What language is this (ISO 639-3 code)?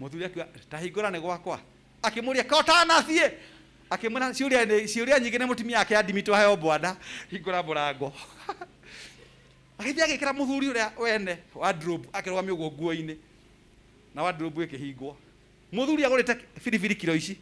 kik